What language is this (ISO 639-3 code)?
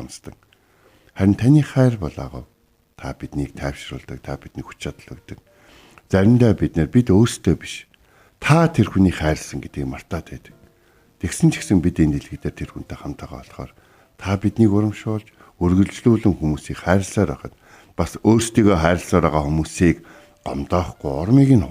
mon